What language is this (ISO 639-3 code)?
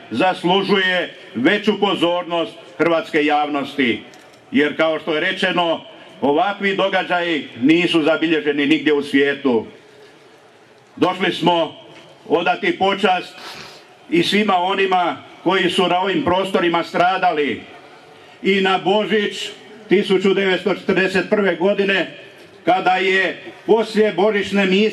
hrv